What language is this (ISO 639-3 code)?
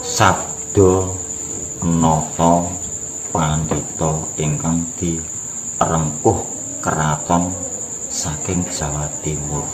jav